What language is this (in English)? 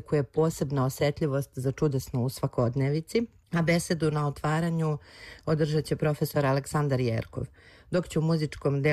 Serbian